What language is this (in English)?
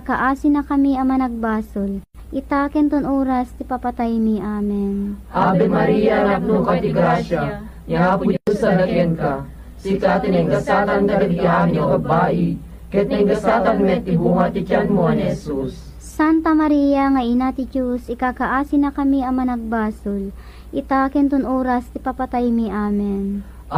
Iloko